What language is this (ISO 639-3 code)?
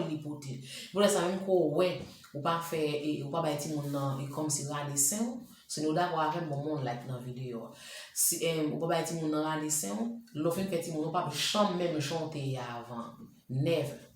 hat